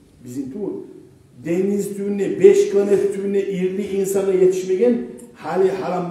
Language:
Kumyk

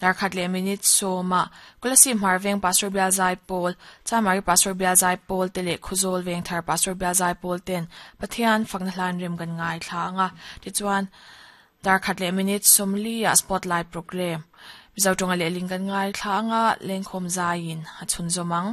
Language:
Mizo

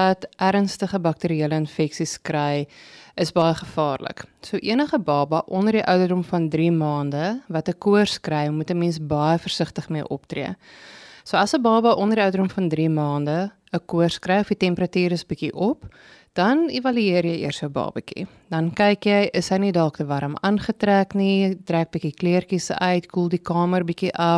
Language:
Afrikaans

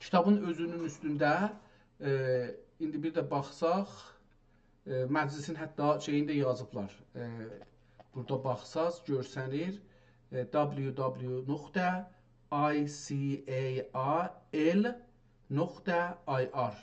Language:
South Azerbaijani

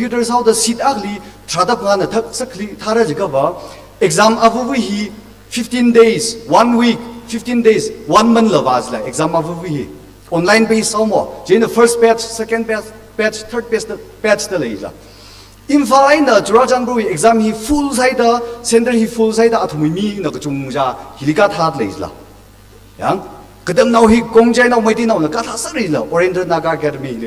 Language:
Tangkhul Naga (India)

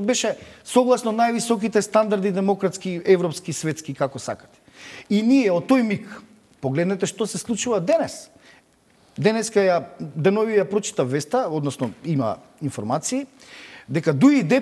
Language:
Macedonian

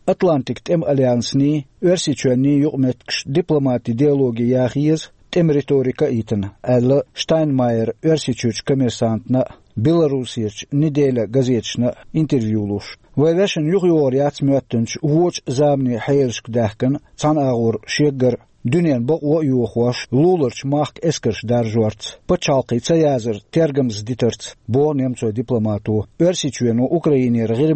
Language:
Chechen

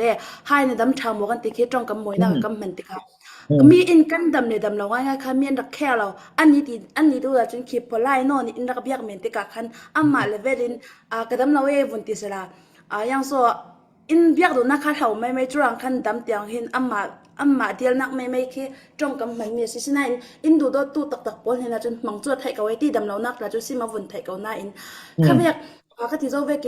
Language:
Falam Chin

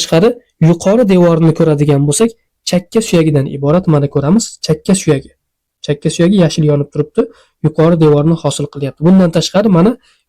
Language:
Uzbek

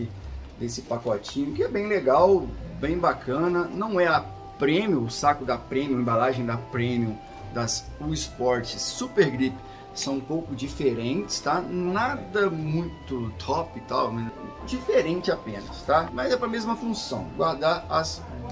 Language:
Portuguese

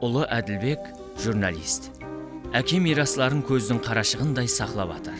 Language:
Kara-Kalpak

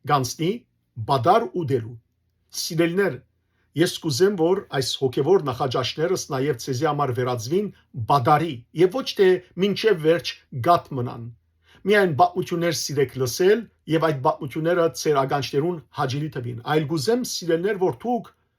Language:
Western Armenian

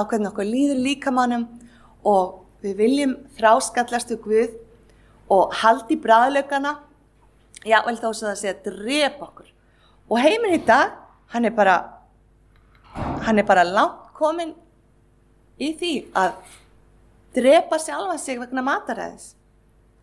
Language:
Icelandic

